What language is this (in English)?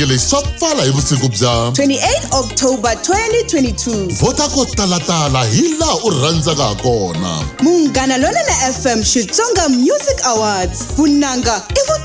Tsonga